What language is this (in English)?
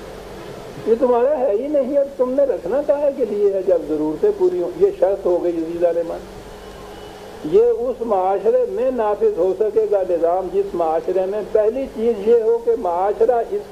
Urdu